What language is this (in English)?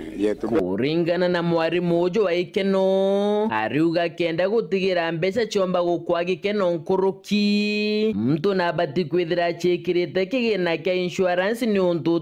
Meru